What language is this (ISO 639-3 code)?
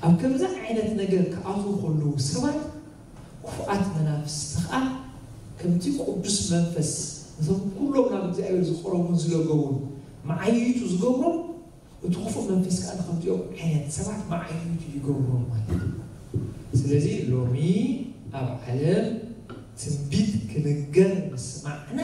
tir